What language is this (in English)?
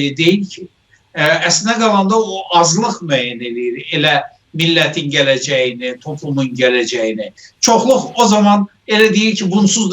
South Azerbaijani